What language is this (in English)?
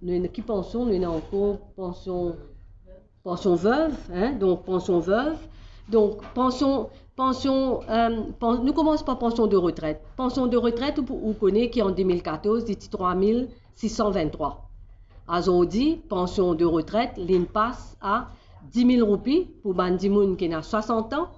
Morisyen